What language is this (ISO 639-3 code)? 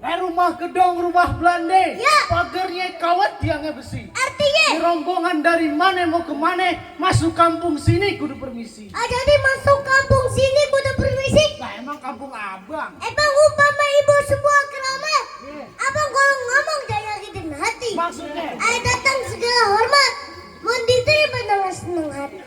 bew